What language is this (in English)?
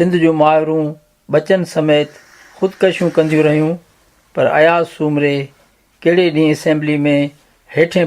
Sindhi